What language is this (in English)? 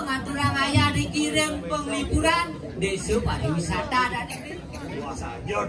Balinese